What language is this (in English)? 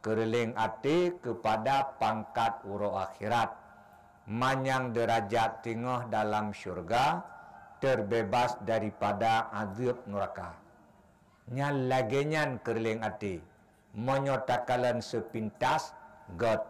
Achinese